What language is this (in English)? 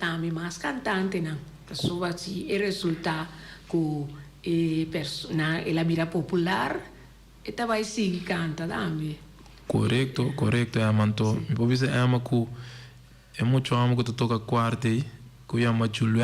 Papiamento